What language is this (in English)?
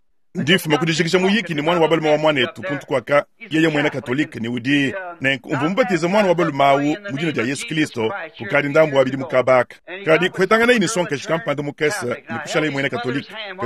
Luba-Lulua